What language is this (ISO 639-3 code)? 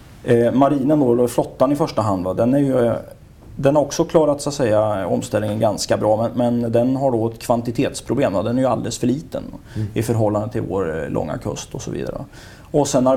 swe